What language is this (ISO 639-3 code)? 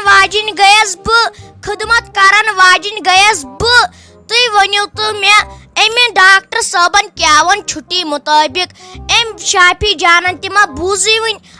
kas